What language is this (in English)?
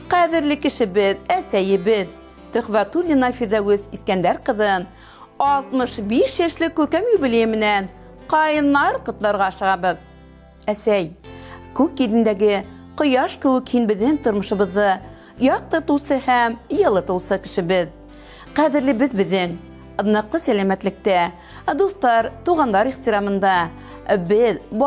Bashkir